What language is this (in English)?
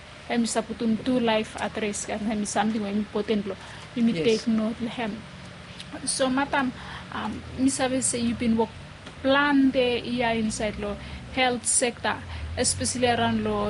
Bislama